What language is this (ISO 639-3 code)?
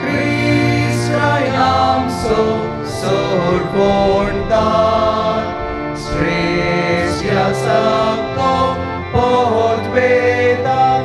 kok